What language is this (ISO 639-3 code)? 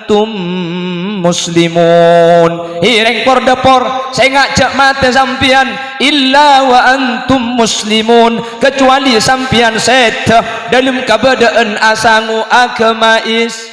mad